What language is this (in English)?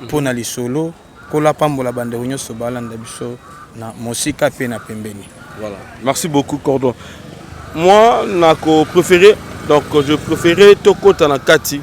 Lingala